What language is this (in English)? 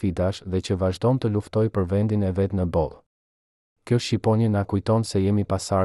Albanian